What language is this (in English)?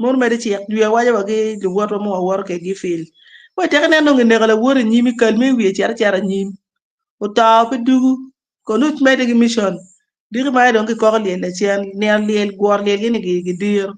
Acoli